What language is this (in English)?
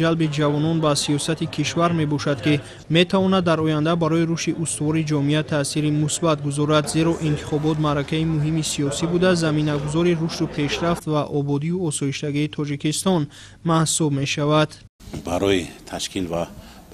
Tajik